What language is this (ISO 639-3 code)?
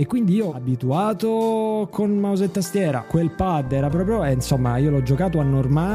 ita